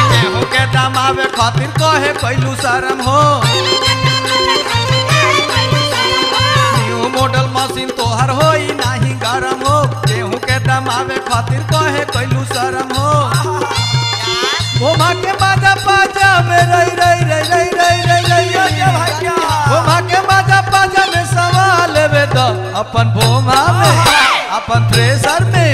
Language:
Bhojpuri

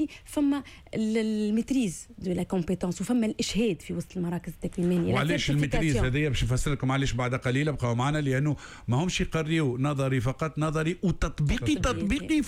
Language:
Tunisian Arabic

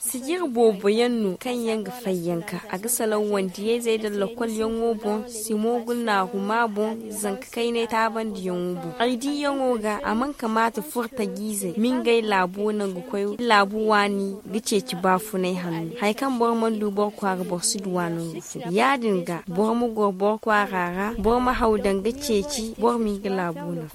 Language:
Zarma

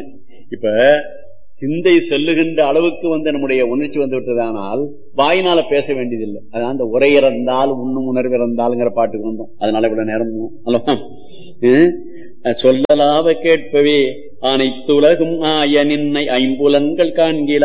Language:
Tamil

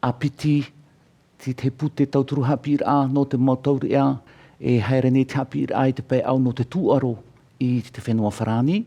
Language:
Tahitian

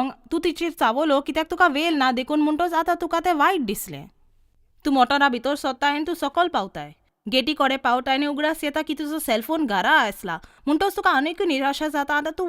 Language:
Konkani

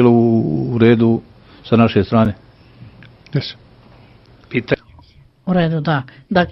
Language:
Serbian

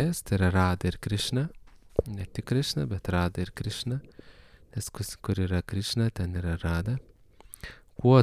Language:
Lithuanian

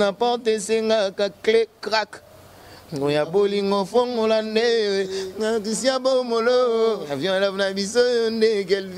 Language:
Lingala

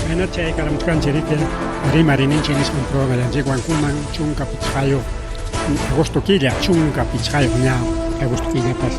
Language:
Ayacucho Quechua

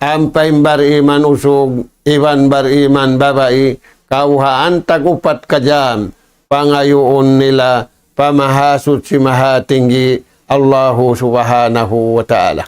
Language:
Tausug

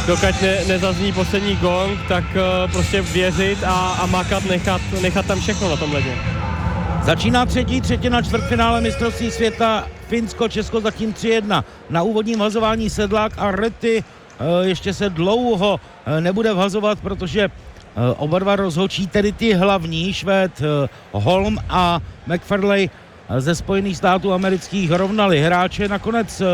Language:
Czech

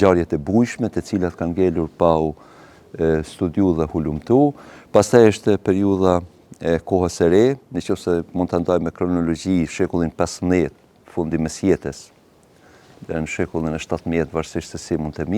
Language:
Albanian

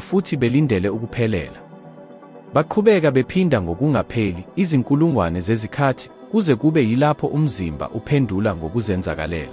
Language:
Zulu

